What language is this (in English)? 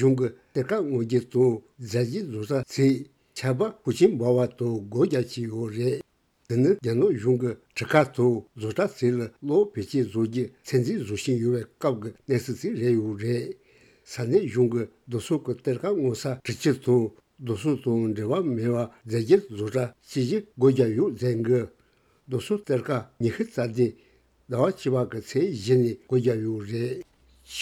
Tibetan